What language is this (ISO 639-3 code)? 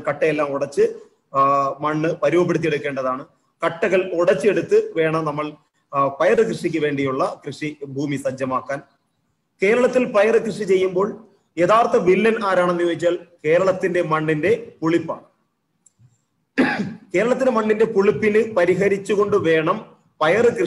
mal